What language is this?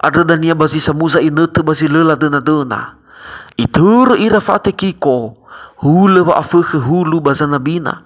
Nias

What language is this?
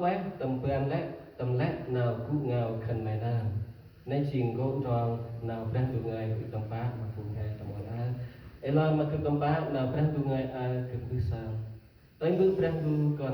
Central Mnong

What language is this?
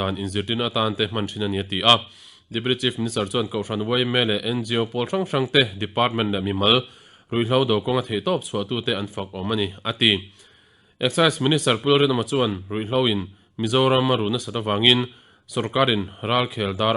Mizo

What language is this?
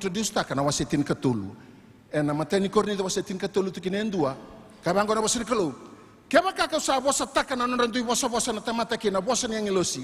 Fijian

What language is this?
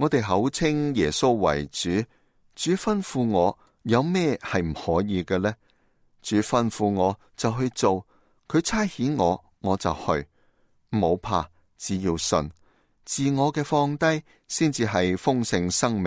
Cantonese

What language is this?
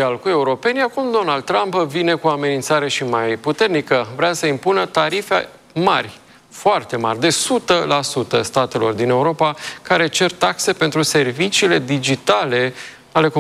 Romanian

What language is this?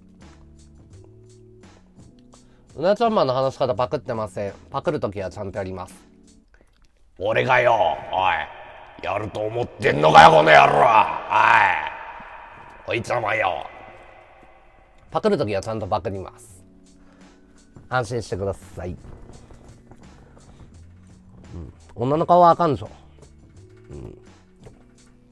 Japanese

